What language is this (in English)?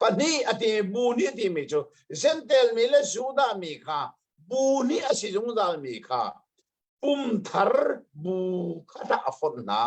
Hakha Chin